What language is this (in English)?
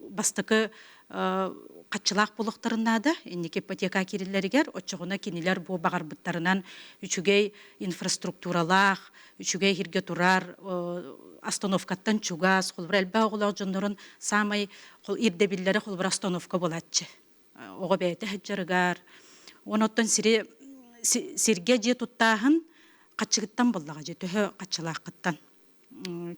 Yakut